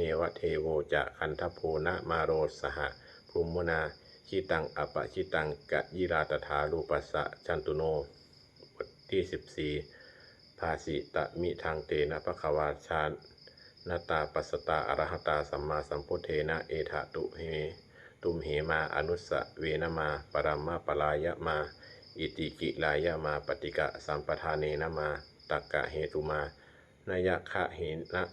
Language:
Pali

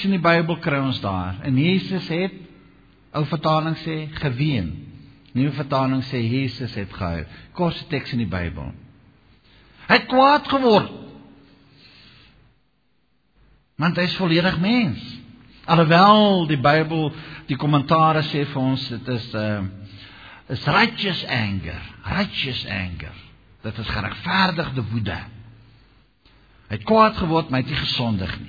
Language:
Afrikaans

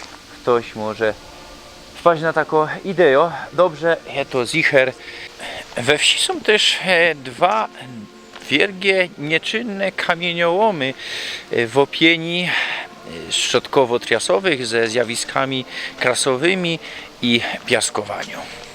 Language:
Silesian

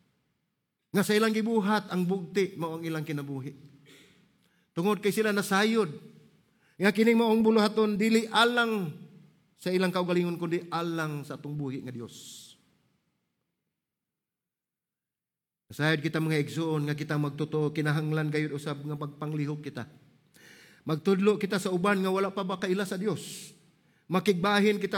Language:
Cebuano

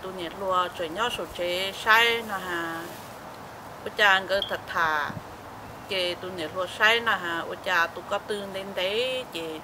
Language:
Hmong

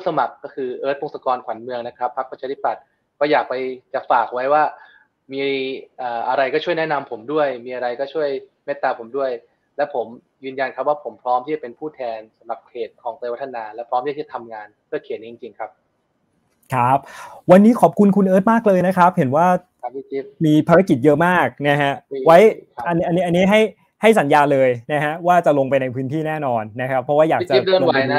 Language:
Thai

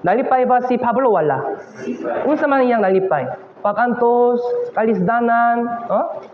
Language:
Cebuano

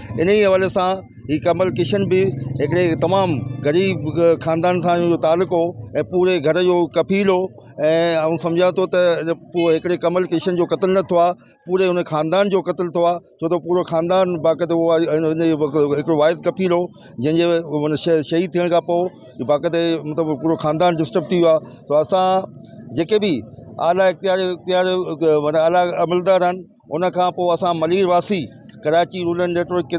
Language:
Sindhi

